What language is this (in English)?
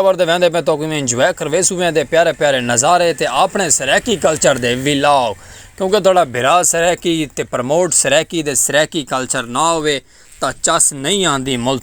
Saraiki